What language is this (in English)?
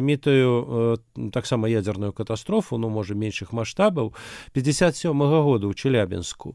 Belarusian